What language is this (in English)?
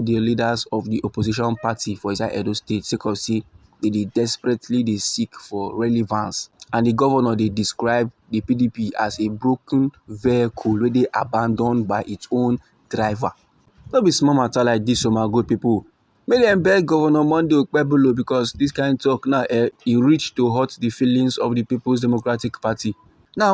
Nigerian Pidgin